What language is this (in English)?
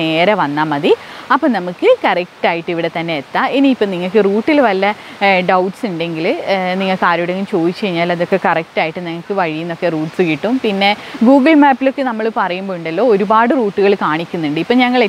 Malayalam